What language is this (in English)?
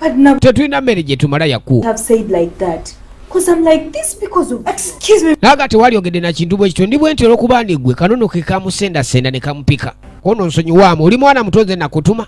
Ganda